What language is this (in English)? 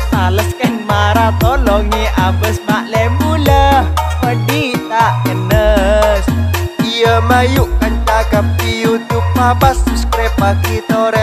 Madurese